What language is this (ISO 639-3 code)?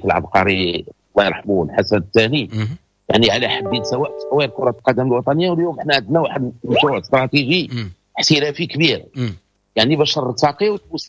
ary